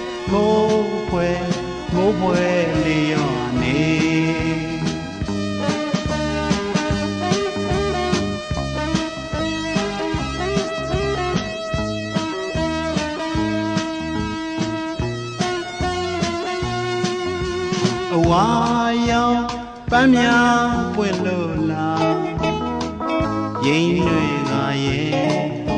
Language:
Burmese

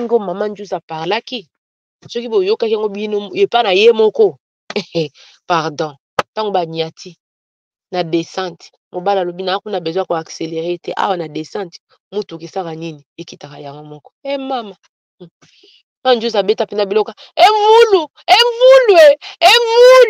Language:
Lingala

